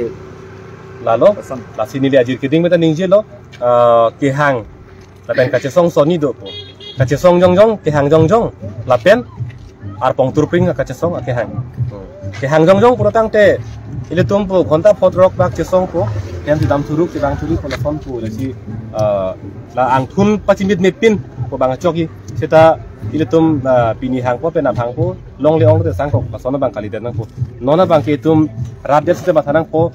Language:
Karbi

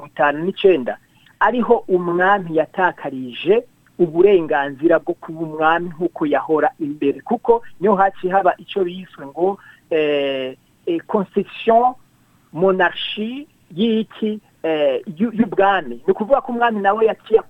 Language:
Rundi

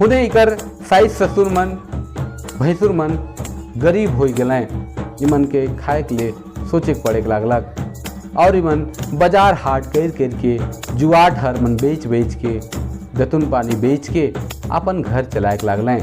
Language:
Sadri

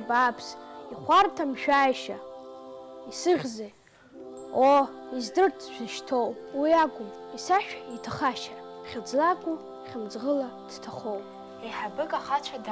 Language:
Abkhazian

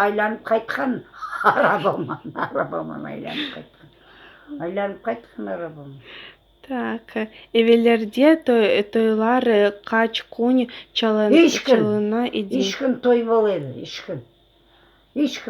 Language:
Crimean Tatar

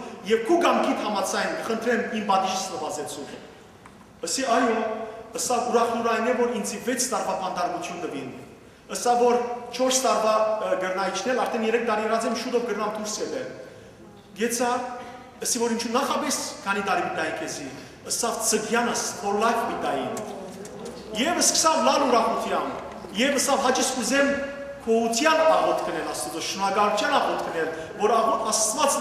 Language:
Western Armenian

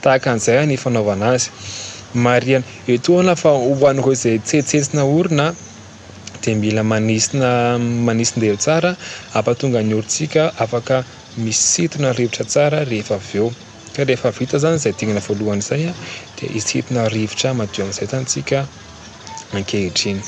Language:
Malagasy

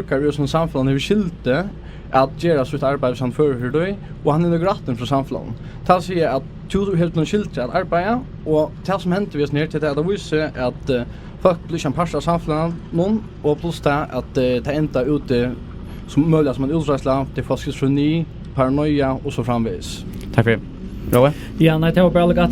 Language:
Faroese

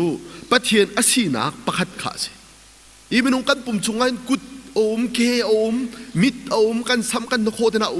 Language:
Hakha Chin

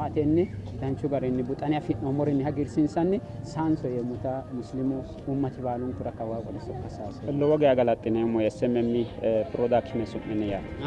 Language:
Sidamo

